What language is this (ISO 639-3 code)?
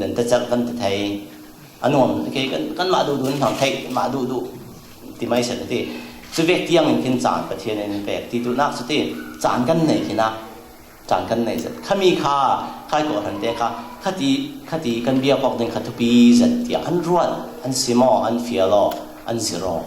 cfm